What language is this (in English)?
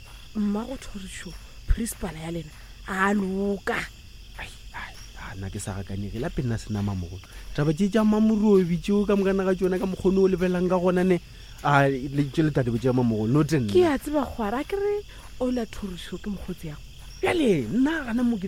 Northern Sotho